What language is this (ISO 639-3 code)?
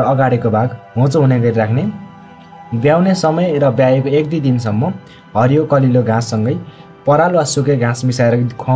nep